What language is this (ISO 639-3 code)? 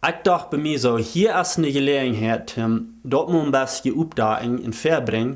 pdt